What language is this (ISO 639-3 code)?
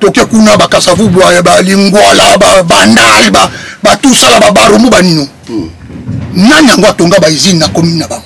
lin